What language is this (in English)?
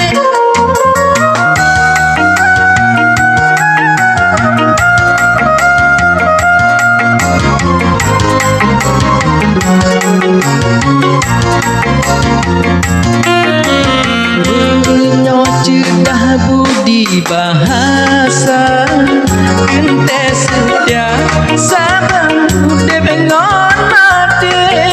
Malay